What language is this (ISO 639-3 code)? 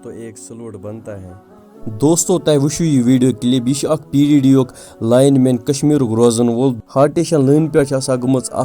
kas